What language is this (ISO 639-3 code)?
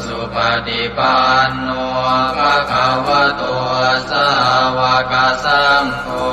pli